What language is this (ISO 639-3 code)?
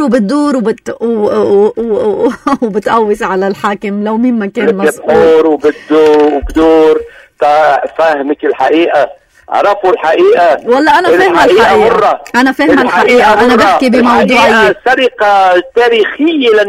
apc